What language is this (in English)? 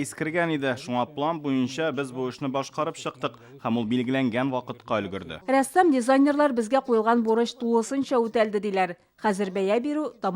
Tatar